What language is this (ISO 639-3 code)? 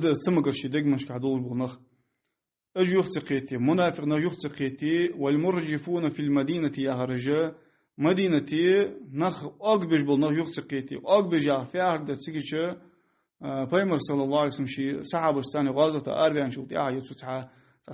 inh